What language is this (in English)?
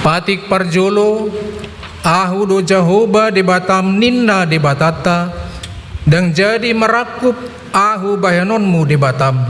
Batak Toba